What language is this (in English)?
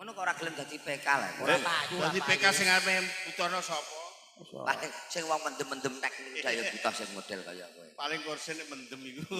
Javanese